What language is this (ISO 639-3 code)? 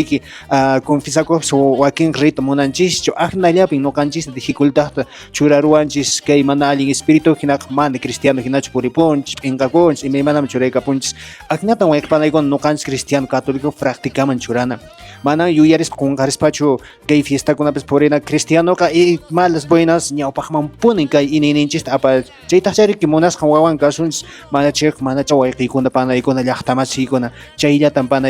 que